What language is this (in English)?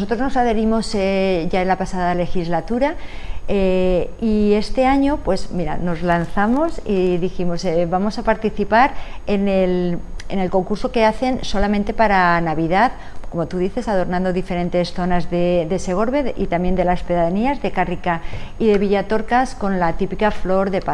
Spanish